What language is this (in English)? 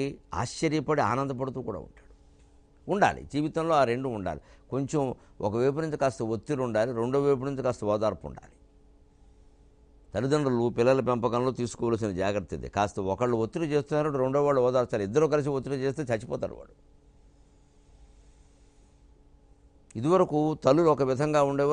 Telugu